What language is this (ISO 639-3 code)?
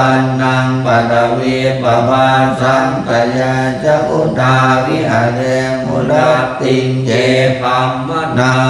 pli